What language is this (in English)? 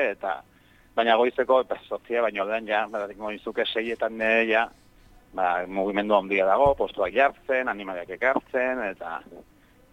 Basque